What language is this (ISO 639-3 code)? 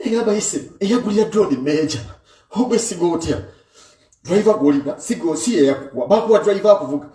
lug